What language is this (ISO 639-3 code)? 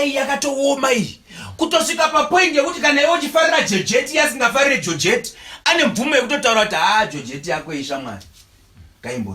sna